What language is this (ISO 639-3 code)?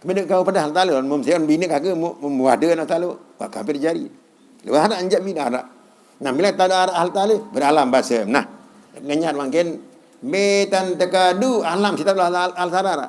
sas